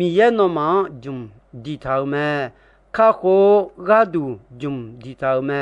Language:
Akha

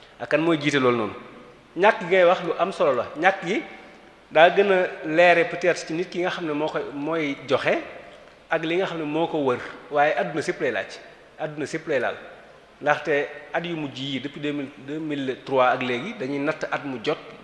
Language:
Wolof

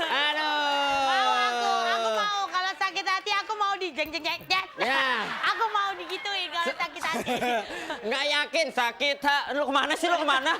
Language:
Betawi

